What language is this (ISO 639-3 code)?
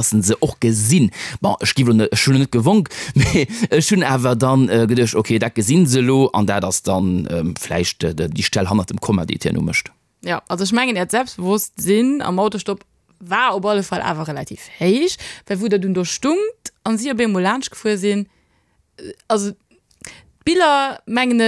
ltz